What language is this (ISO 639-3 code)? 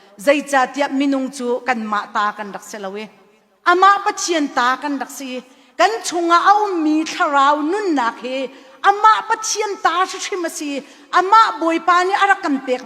cnh